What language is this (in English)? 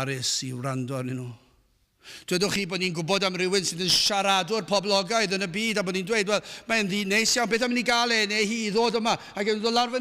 Welsh